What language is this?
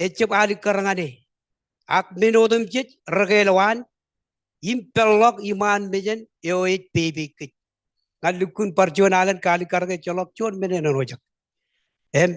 Marshallese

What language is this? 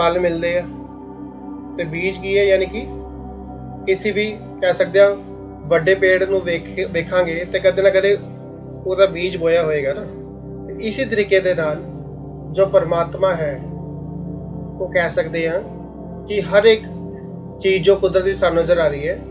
Punjabi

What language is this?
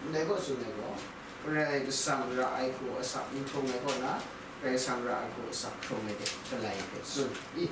Kachin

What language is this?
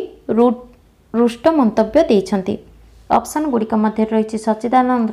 Odia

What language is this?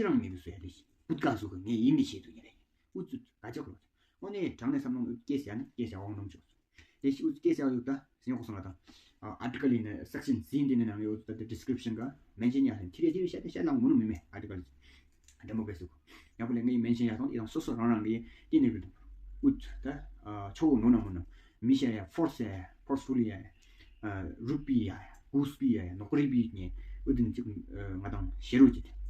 Tawang Monpa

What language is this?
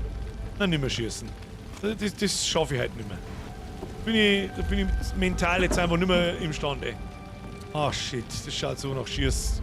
Bavarian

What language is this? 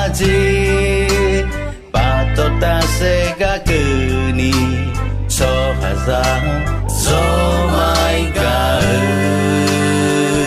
Akha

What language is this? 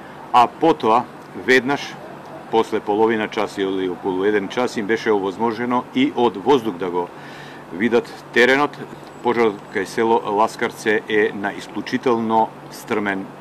Macedonian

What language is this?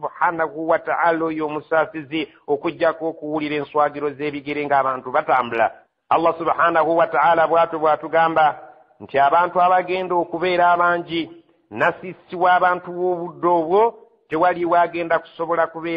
Ganda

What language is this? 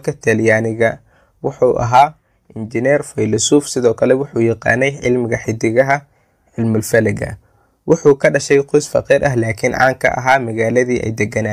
Somali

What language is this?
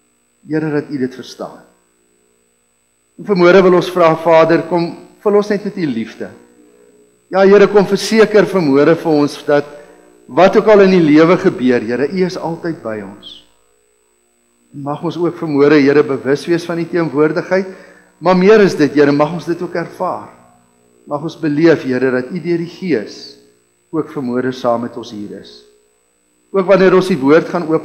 Afrikaans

